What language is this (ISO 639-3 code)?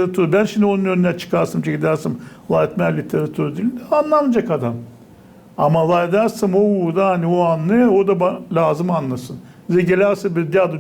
gag